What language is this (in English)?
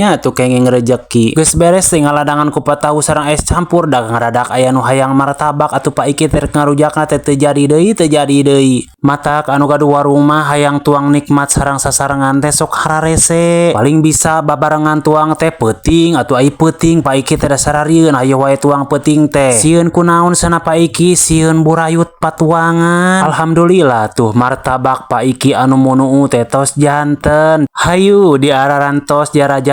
Sundanese